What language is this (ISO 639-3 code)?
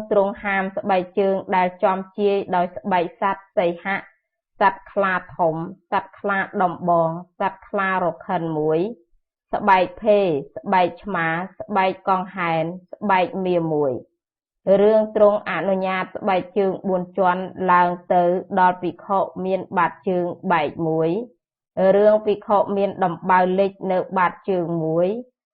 khm